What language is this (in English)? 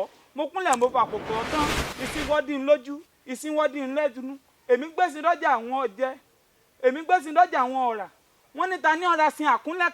Yoruba